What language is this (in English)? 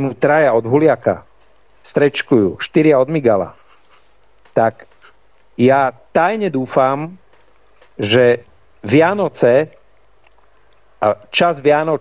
Slovak